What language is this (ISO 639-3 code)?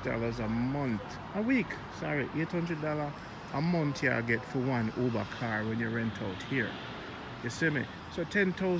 jam